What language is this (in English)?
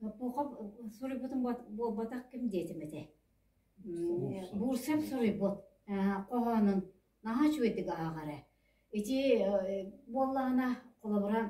Yakut